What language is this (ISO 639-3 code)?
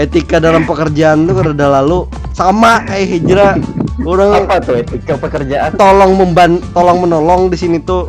bjn